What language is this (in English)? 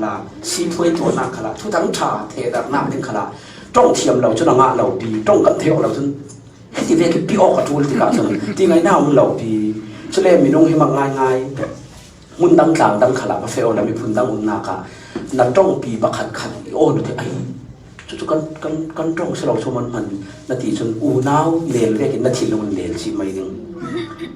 Falam Chin